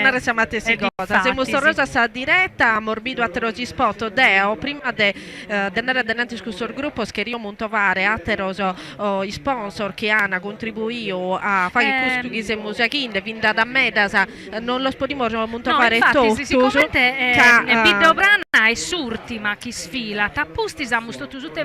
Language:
Sardinian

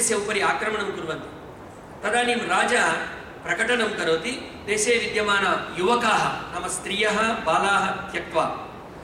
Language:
Sanskrit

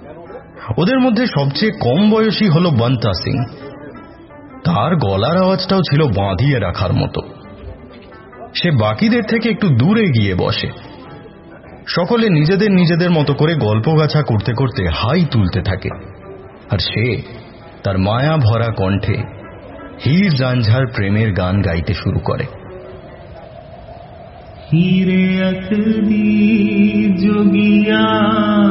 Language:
Bangla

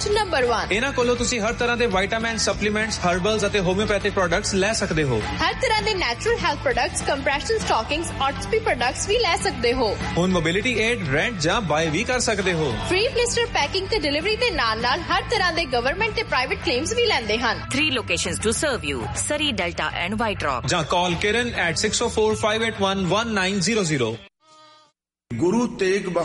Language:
Punjabi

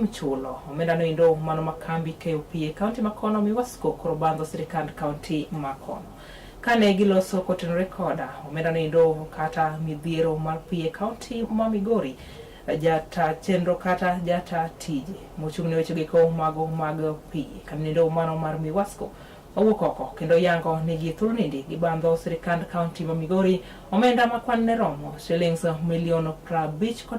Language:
Luo (Kenya and Tanzania)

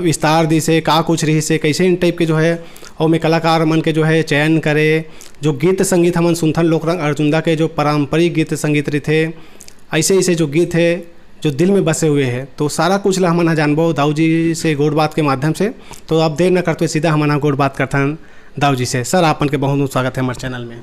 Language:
Chhattisgarhi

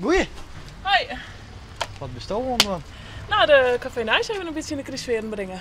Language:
Western Frisian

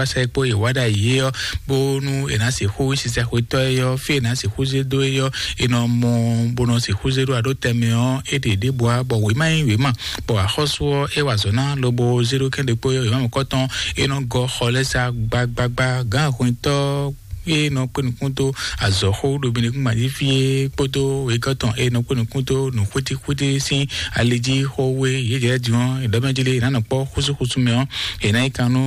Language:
Fon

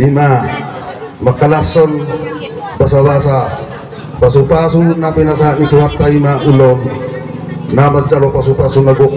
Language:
Batak Toba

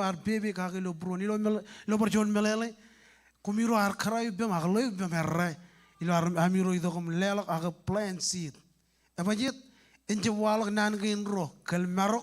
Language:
Marshallese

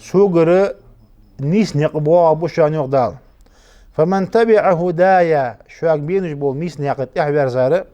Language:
Ingush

